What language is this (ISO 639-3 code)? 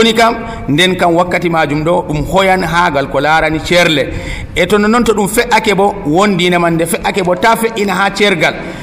fuv